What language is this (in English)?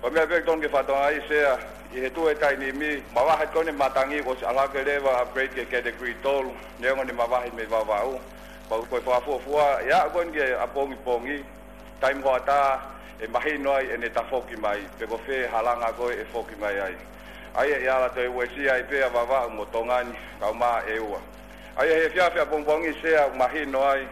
Tongan